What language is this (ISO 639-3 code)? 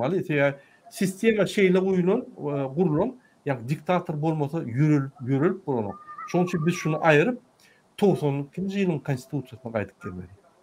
tuk